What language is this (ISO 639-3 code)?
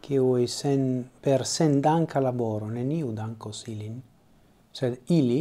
epo